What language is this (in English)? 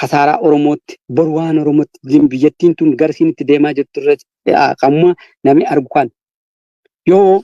Oromo